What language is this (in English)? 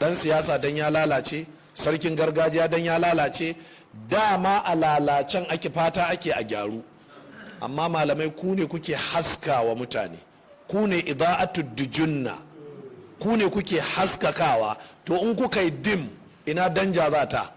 Hausa